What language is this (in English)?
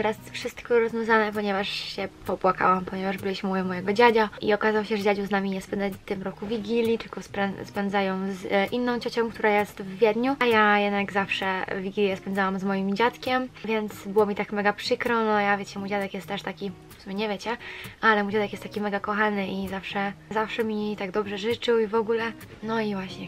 Polish